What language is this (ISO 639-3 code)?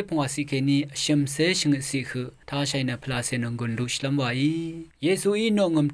raw